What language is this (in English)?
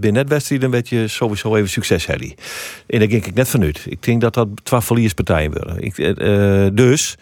Western Frisian